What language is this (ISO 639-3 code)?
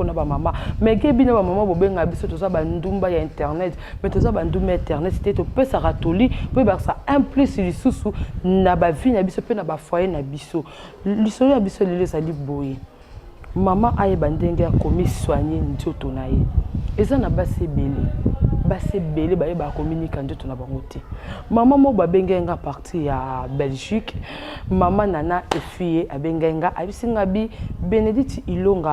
lin